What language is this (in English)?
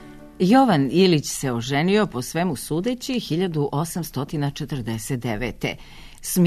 Serbian